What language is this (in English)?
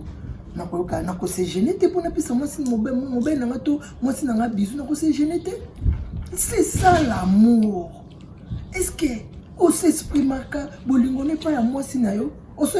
Lingala